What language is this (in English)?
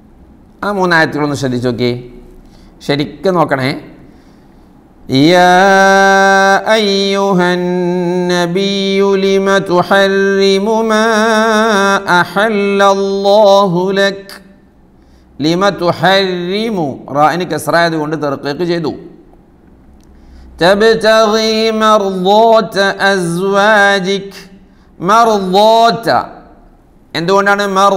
Malayalam